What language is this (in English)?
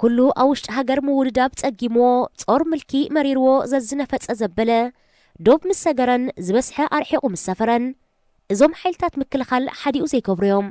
Tigrinya